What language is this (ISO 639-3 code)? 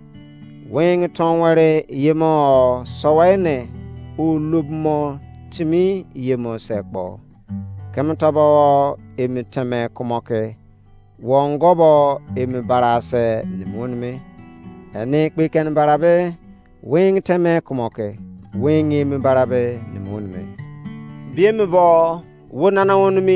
ijc